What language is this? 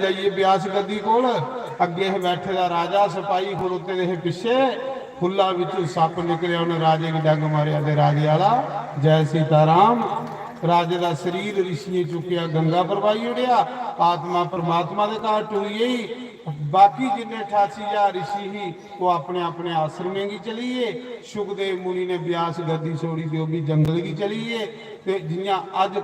Dogri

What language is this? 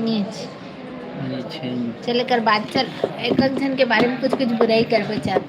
Chhattisgarhi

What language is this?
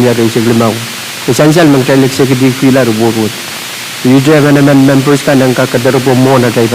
Pohnpeian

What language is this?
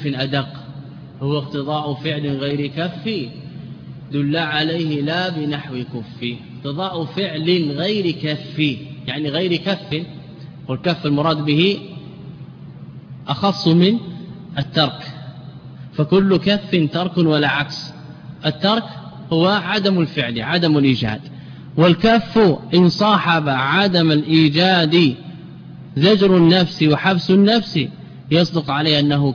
Arabic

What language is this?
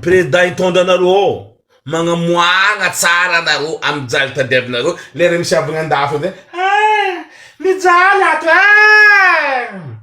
Malagasy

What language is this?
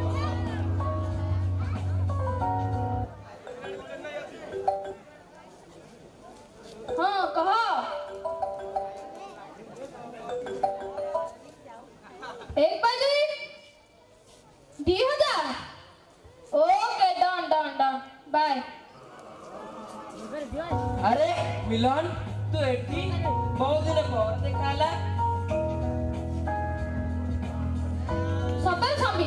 Odia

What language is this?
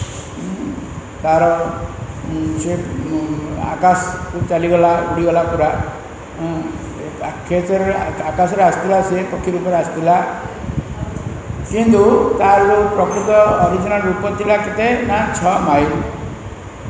Odia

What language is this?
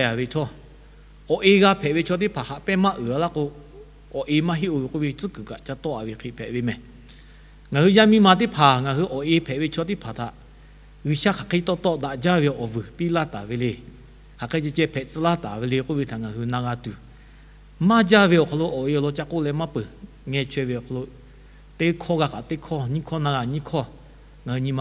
Lahu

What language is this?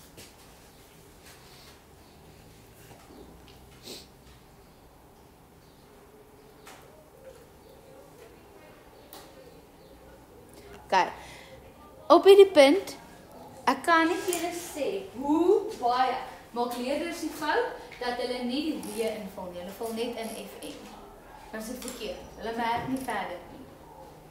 Afrikaans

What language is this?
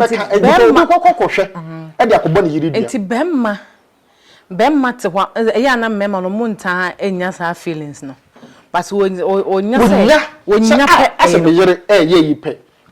Akan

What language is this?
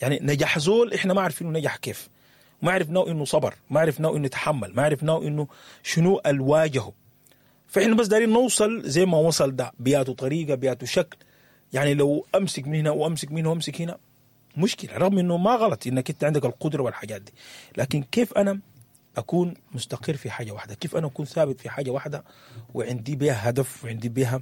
Sudanese Arabic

